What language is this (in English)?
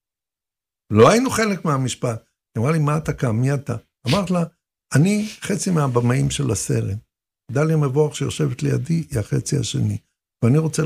Hebrew